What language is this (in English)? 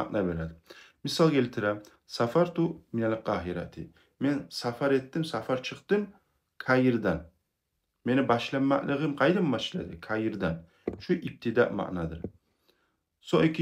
Kumyk